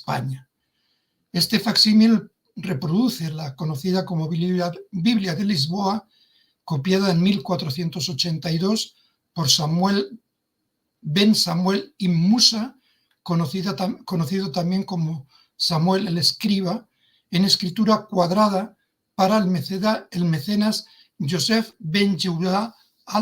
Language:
Ladino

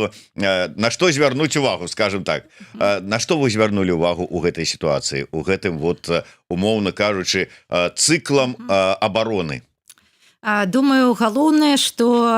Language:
Belarusian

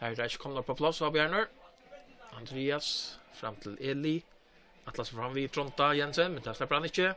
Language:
Faroese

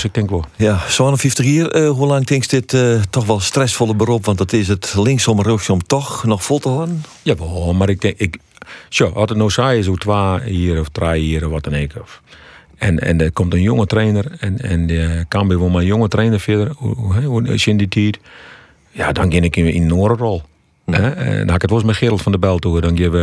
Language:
Western Frisian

